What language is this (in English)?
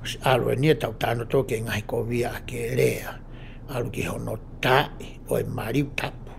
Tongan